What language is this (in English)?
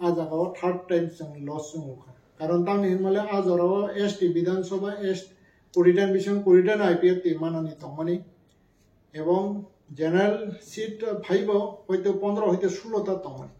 Kok Borok